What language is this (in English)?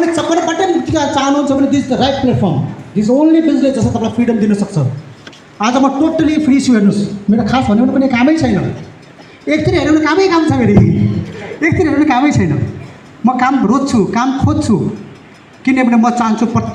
Nepali